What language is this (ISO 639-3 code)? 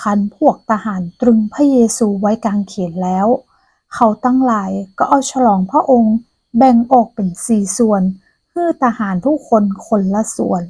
nod